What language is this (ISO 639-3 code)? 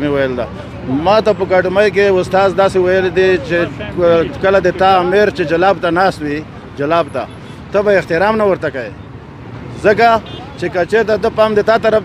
pus